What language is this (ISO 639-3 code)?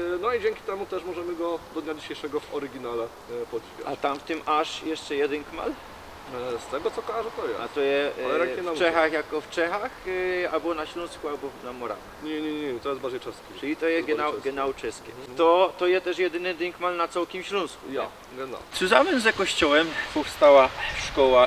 szl